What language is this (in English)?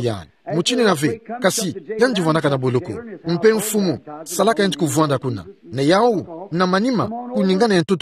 Kituba (Democratic Republic of Congo)